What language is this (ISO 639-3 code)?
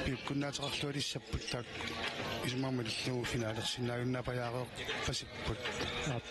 kal